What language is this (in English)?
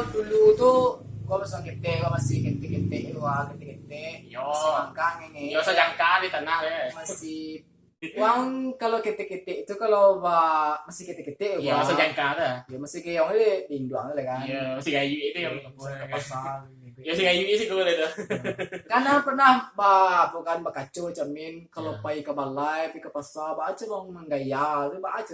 Minangkabau